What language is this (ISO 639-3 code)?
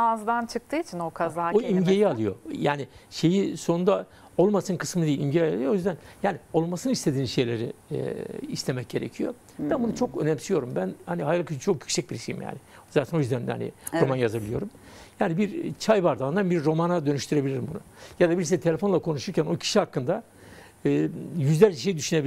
tur